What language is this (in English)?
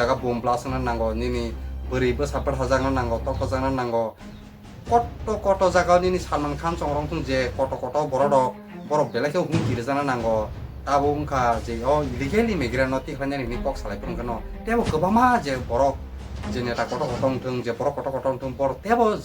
Kok Borok